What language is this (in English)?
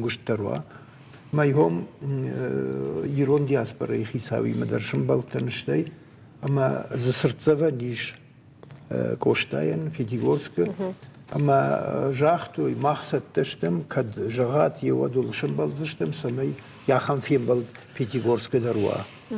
Ossetic